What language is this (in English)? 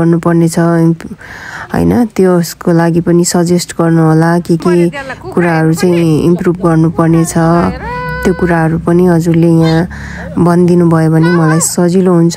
Nepali